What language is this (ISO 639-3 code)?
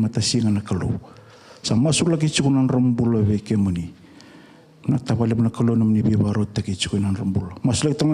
fij